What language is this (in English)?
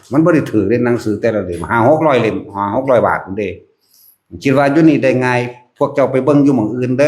Northeastern Thai